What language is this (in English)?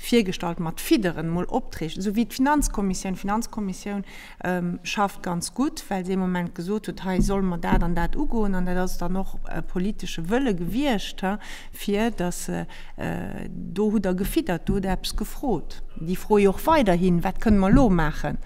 Luxembourgish